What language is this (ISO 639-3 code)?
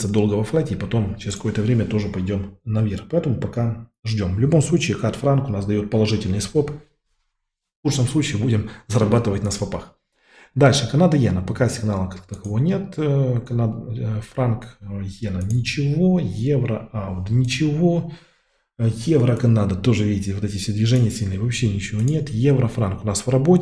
rus